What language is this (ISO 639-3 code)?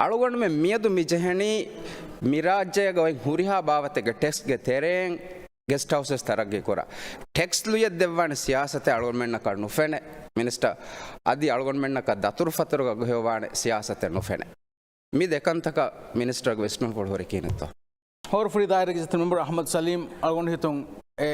div